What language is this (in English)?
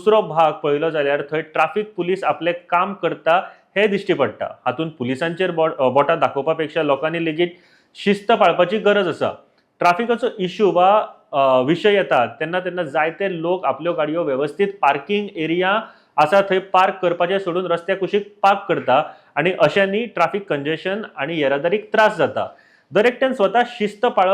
Konkani